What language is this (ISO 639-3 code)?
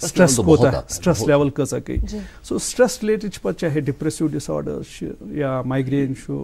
kas